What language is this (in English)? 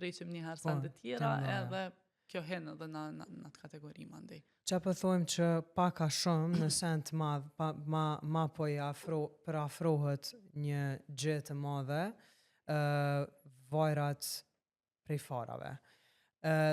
Albanian